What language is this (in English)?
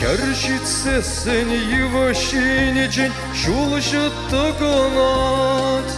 Chuvash